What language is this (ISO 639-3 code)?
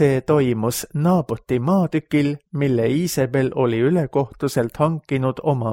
est